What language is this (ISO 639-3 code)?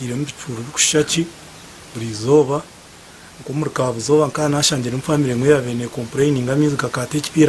nyn